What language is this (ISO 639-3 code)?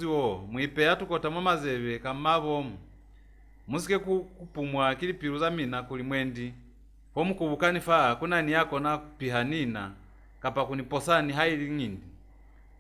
loz